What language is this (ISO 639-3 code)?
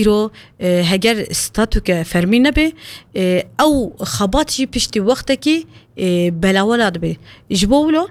kur